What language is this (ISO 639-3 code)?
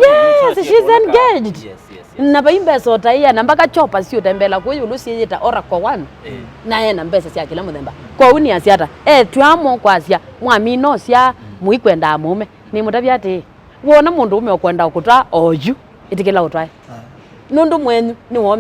kam